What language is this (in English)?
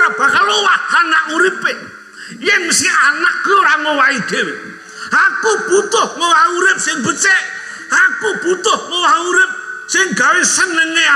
Javanese